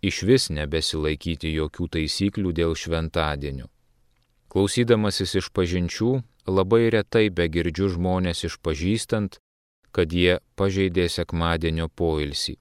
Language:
Lithuanian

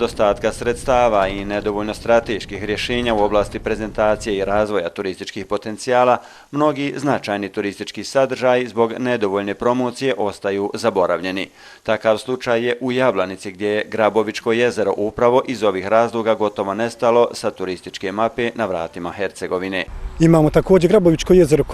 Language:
Bosnian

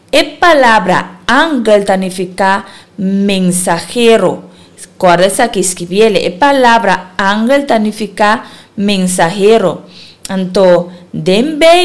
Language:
Papiamento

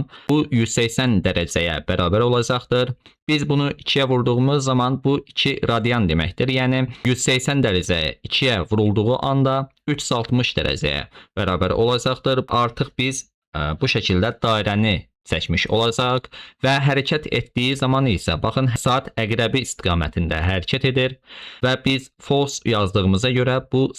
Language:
Azerbaijani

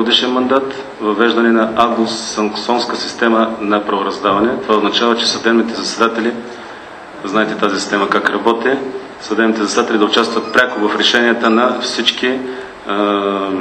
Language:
Bulgarian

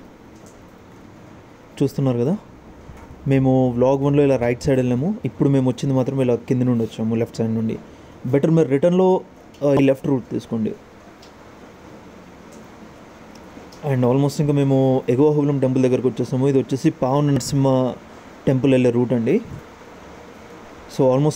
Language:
Telugu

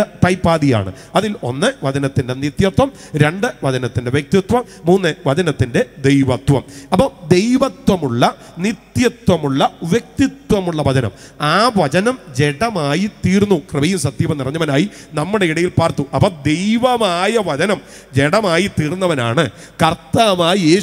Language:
Malayalam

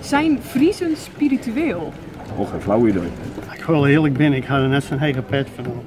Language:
Western Frisian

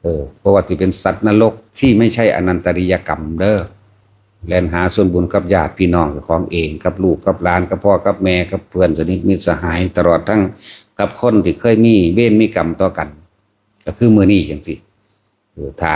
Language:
Lao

